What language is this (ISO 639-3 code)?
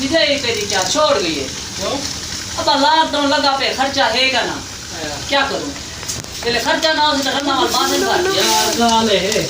skr